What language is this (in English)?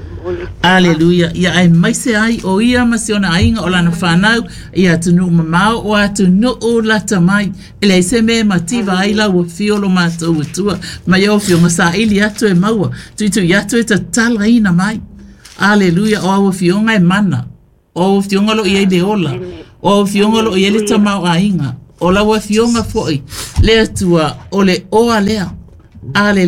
Samoan